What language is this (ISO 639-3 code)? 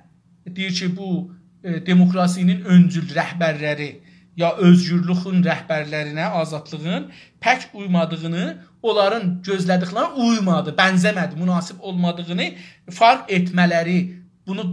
azb